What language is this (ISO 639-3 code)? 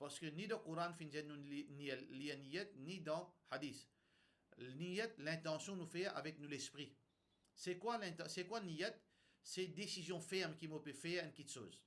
mfe